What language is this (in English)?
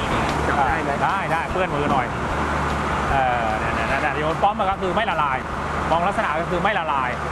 Thai